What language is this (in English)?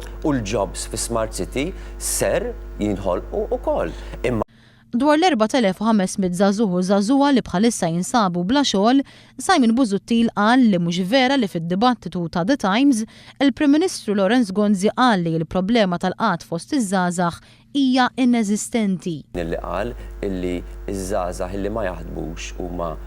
Maltese